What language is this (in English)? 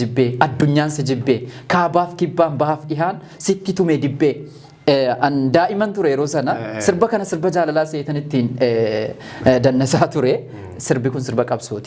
Oromo